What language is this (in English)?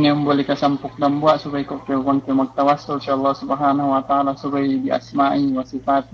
Yakan